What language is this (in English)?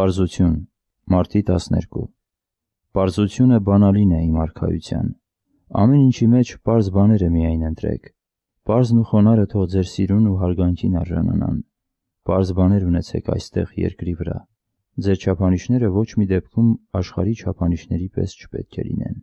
Armenian